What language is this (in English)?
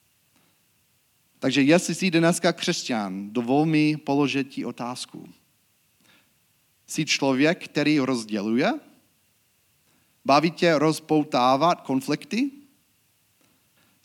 Czech